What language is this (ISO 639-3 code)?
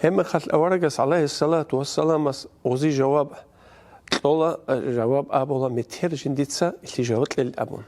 ava